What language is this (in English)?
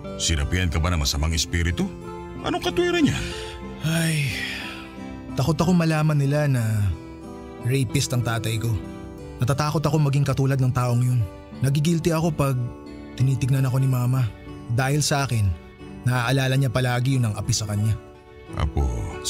Filipino